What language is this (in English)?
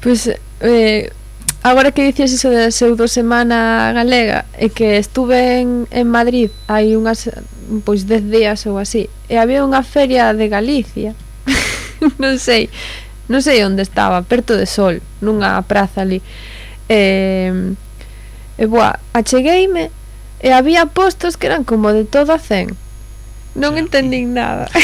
Galician